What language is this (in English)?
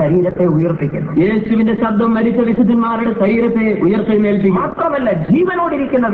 Malayalam